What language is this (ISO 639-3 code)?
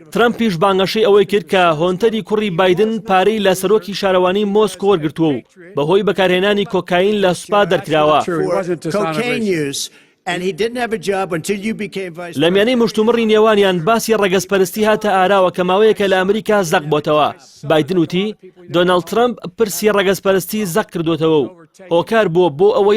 ckb